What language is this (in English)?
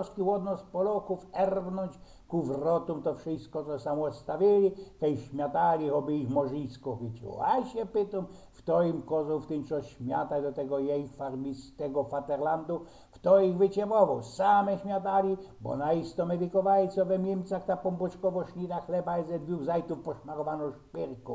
Silesian